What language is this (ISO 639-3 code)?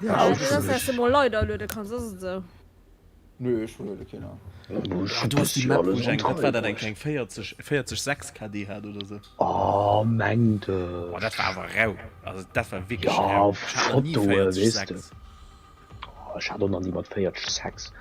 ltz